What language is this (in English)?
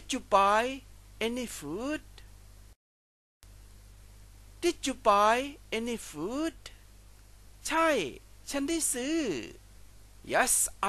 English